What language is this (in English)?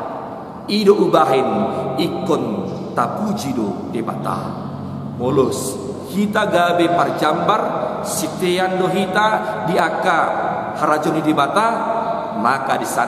Batak Toba